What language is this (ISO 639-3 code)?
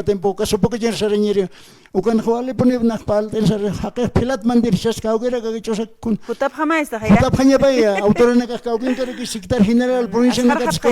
aym